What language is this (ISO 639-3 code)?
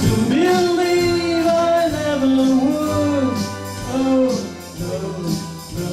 lim